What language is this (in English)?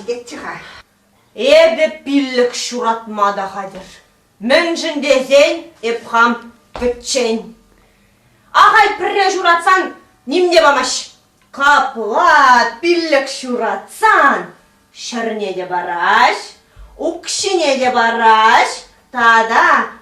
Chuvash